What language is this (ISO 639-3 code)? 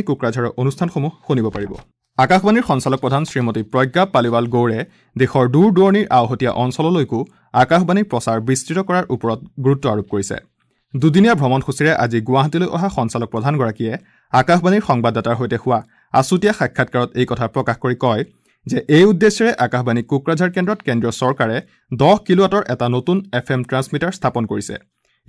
asm